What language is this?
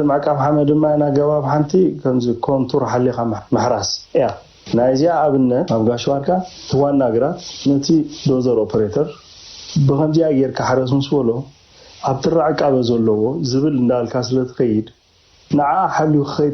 Tigrinya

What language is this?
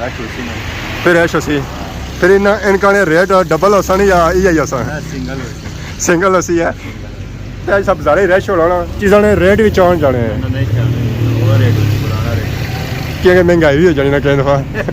Pahari-Potwari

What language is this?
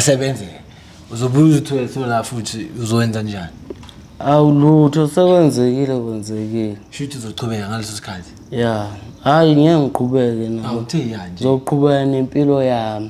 Zulu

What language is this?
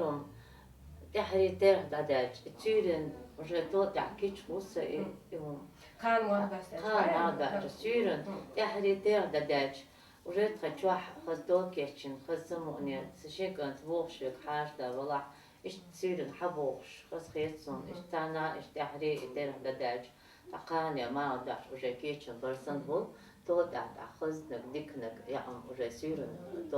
Chechen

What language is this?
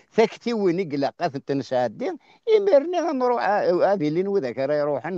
Kabyle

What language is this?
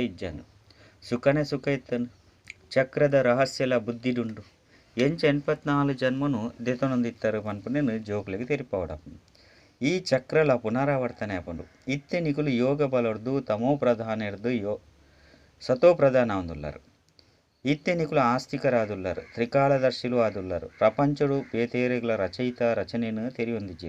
Tulu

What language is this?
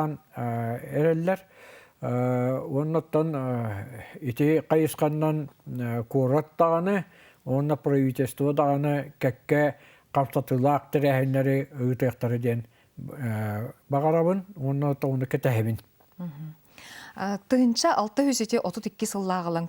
Yakut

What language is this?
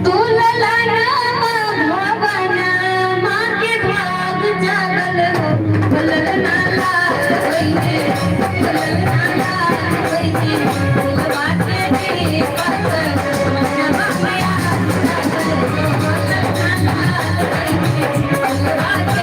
Maithili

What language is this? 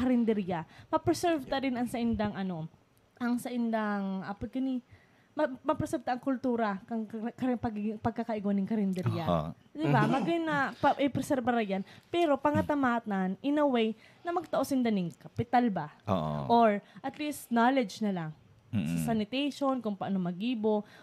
Bikol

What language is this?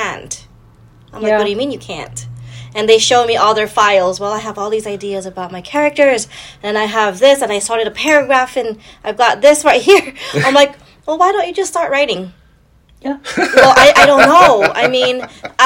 English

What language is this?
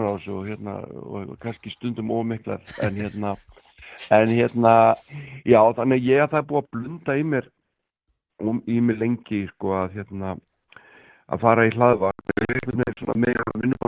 Icelandic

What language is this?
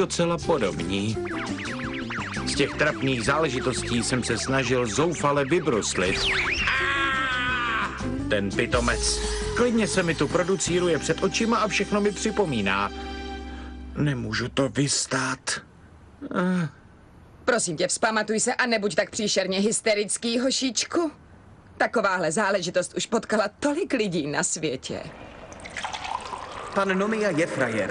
Czech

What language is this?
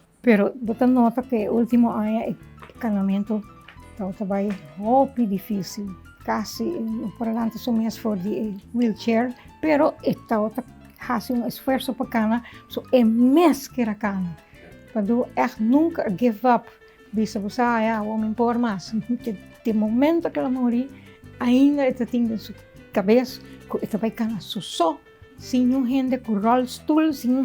Papiamento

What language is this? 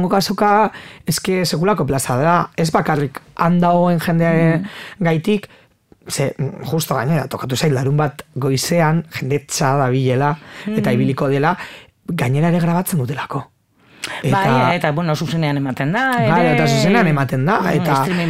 Basque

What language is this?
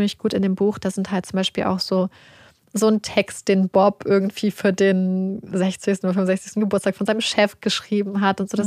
German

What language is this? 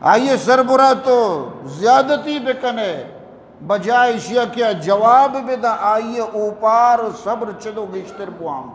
Eastern Balochi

